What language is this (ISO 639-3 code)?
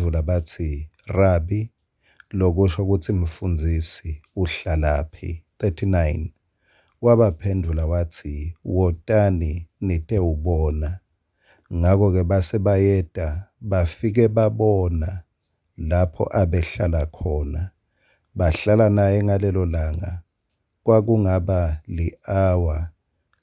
ssw